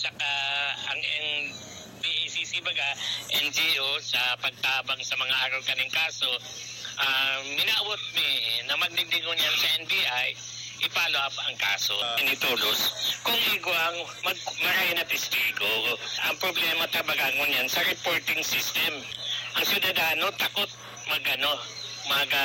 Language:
Bikol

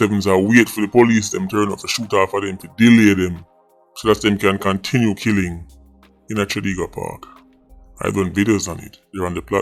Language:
Jamaican Creole English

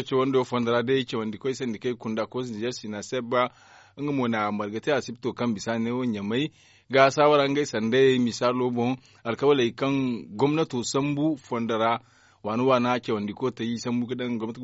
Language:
Zarma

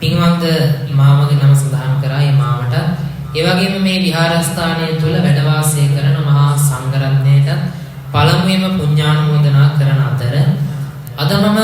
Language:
Sinhala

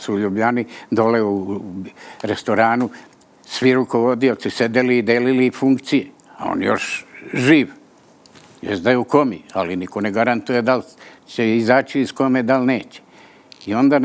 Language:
Serbian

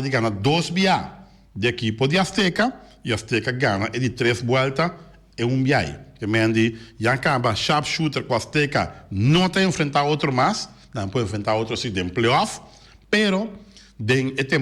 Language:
Papiamento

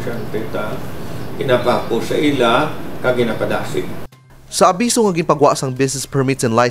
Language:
Hiligaynon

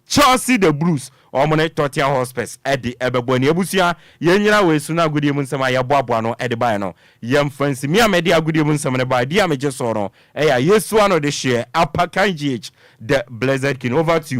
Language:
Akan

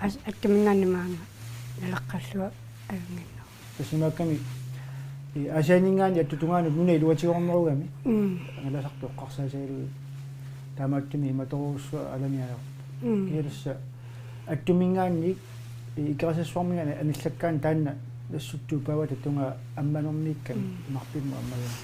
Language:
Kalaallisut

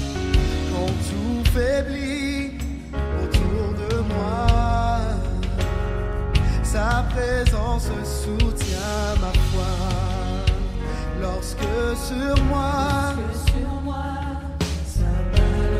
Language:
French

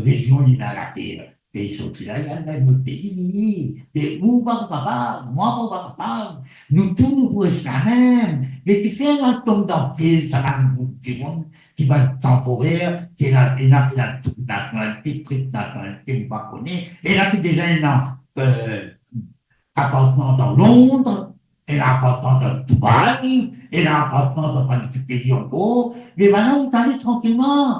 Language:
Morisyen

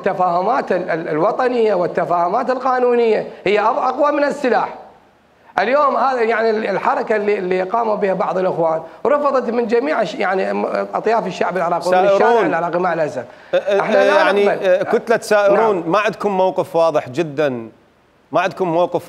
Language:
Mesopotamian Arabic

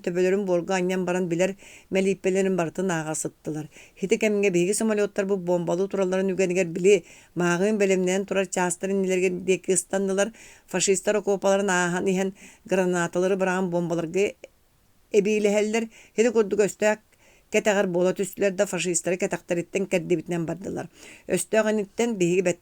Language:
Yakut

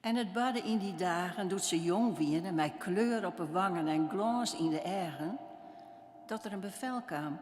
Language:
Western Frisian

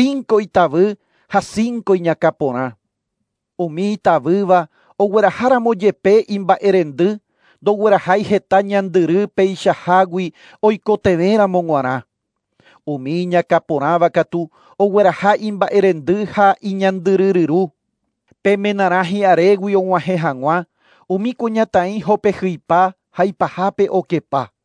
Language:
Guarani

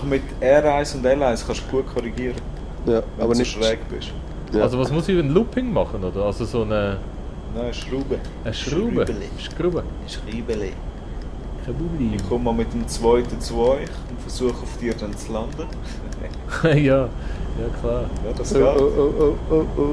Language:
Swiss German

